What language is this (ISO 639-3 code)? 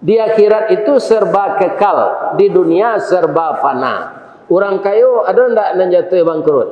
min